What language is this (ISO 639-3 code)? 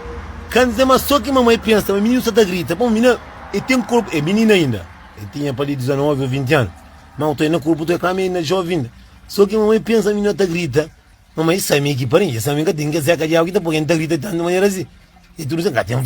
kea